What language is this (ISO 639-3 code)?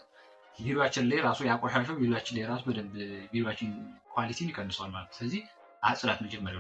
amh